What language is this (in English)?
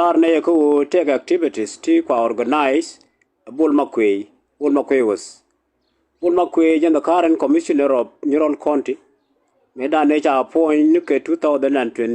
Nuer